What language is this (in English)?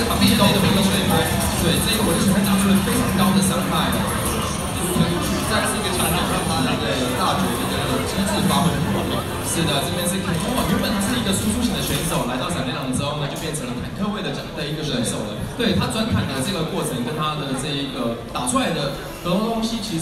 Chinese